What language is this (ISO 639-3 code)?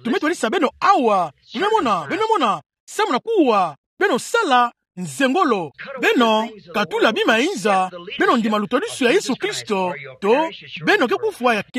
ktu